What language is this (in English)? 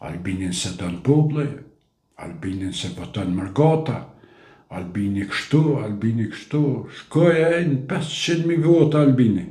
Albanian